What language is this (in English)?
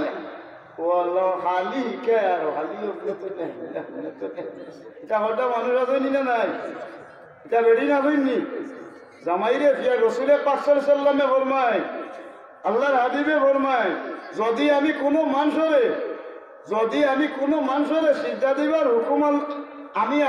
Sylheti